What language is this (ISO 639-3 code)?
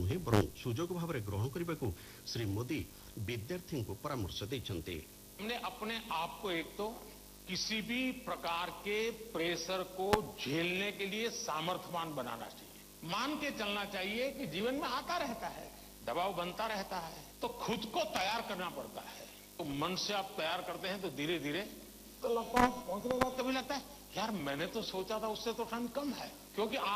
ori